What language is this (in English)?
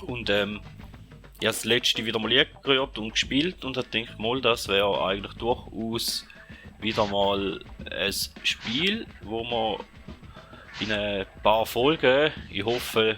Swiss German